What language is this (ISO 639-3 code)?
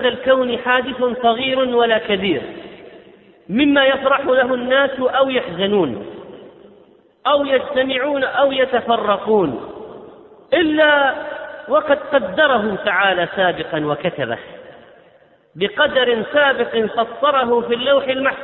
ara